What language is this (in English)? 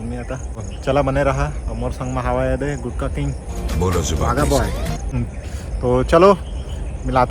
Chhattisgarhi